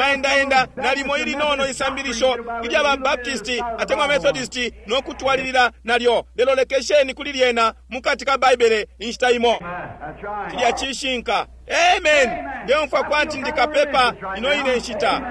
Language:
Bemba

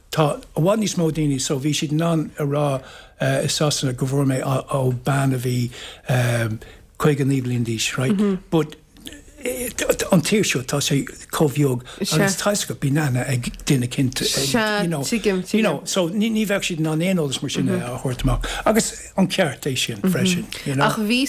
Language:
Irish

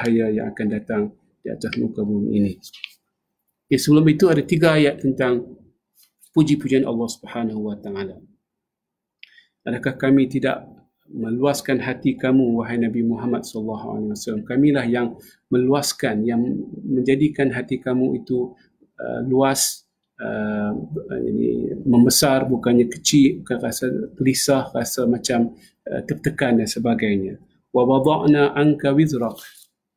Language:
Malay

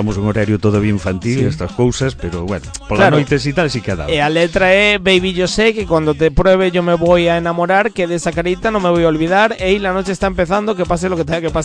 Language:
Galician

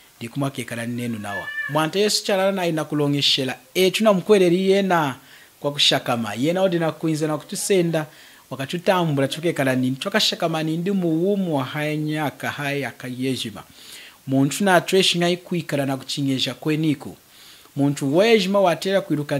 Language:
Lunda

